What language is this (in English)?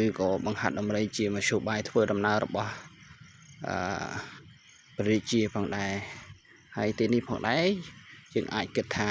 Khmer